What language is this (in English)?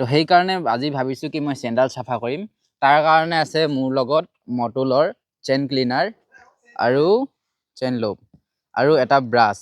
Assamese